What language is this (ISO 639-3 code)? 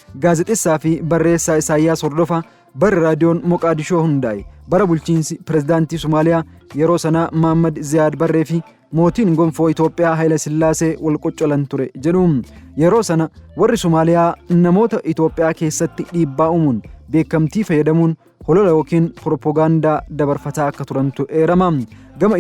orm